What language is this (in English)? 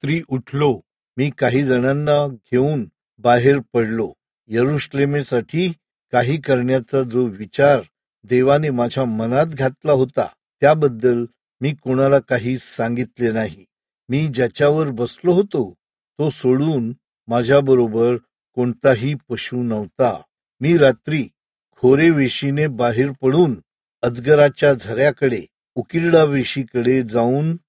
Marathi